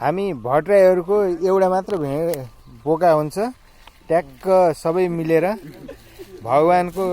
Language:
Nepali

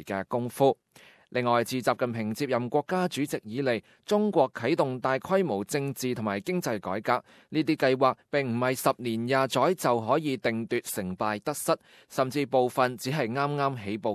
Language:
Cantonese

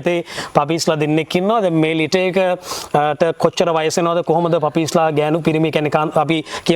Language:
Sinhala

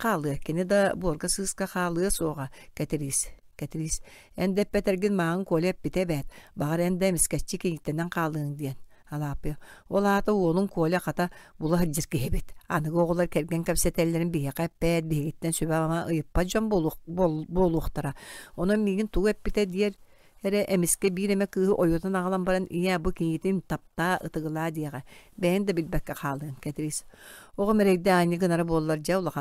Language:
Yakut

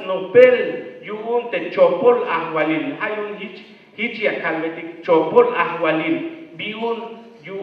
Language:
Tzeltal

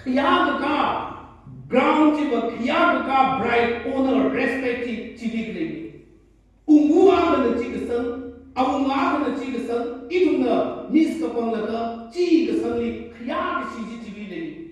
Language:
Tangkhul Naga (India)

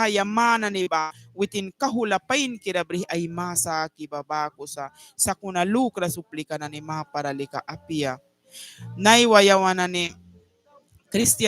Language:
Mískito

